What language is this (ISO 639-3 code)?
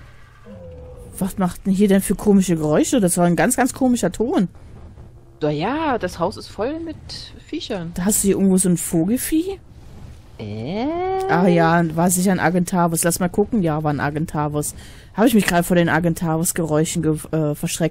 deu